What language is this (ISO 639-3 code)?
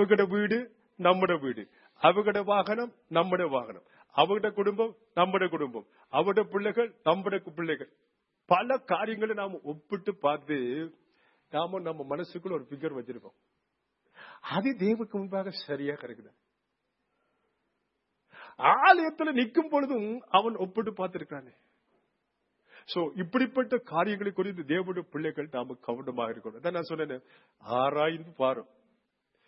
tam